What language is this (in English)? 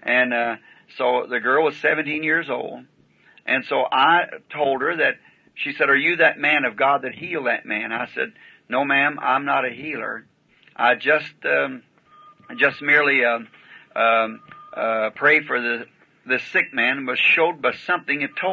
English